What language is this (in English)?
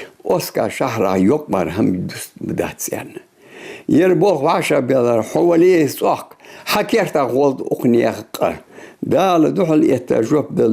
Ingush